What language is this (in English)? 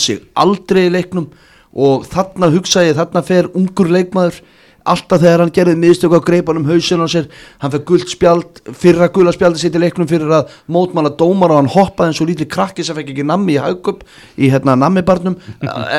Icelandic